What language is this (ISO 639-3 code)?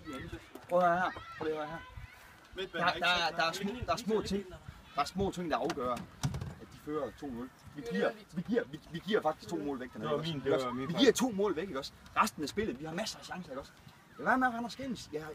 dan